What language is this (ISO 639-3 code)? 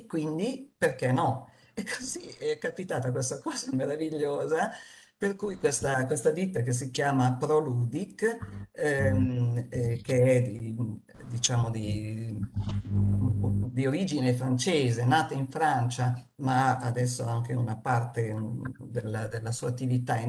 ita